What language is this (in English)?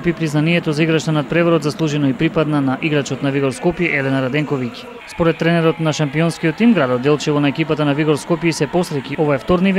Macedonian